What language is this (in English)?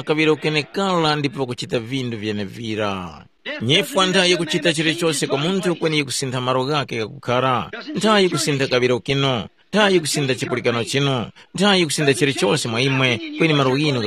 Tumbuka